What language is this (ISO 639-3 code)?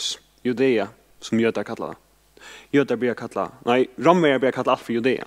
fao